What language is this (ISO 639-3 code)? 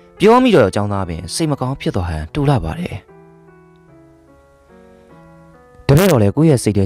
mya